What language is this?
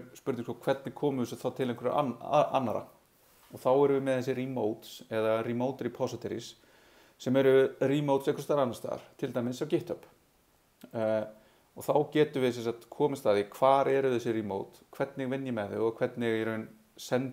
Icelandic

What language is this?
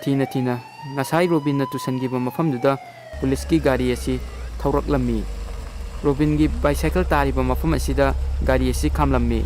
Manipuri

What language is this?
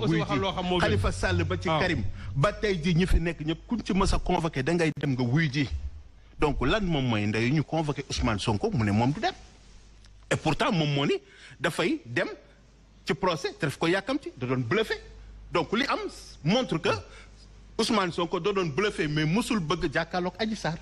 Wolof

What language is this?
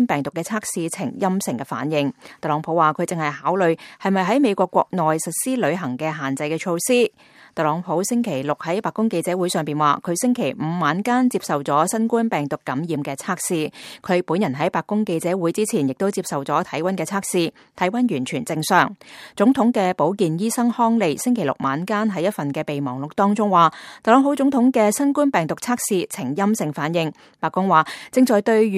Cantonese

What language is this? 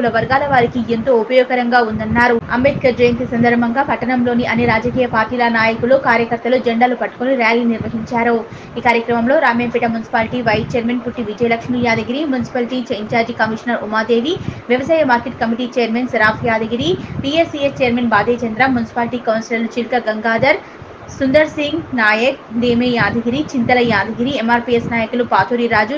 Telugu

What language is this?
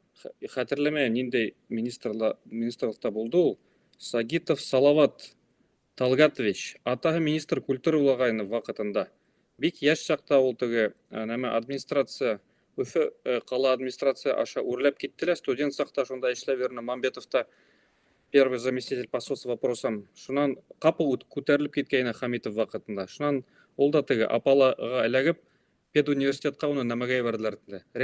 Bashkir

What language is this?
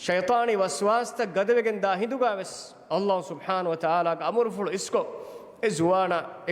Divehi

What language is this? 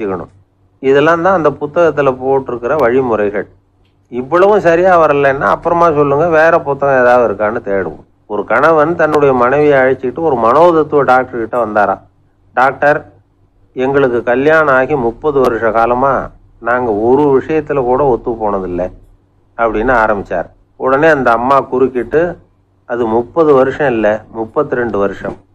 Tamil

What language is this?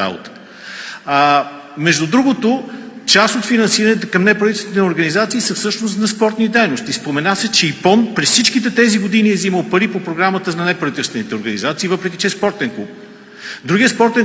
Bulgarian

